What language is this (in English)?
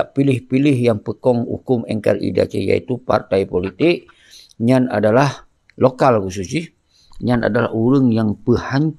Achinese